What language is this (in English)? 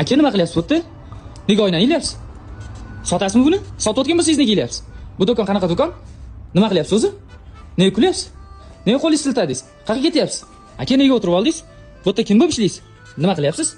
Uzbek